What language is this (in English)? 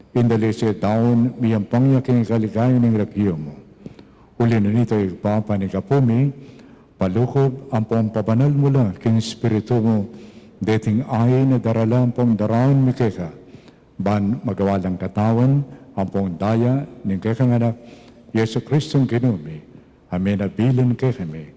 Pampanga